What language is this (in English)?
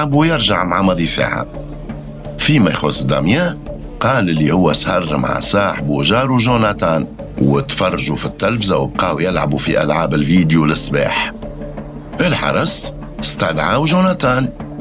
Tunisian Arabic